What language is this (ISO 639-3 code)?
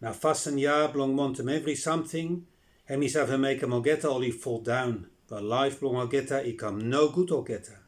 bis